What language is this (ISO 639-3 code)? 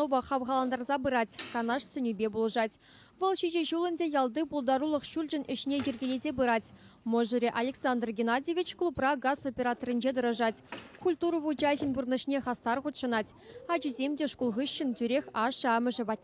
chv